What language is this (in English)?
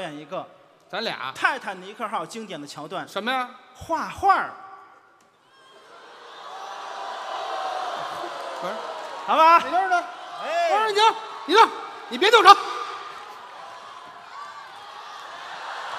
Chinese